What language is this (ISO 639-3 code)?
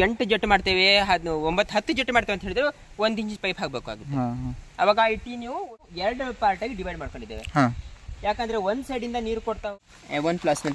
kan